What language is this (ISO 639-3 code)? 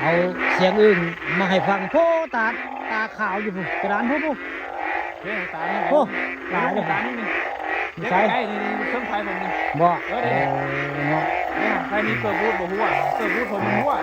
tts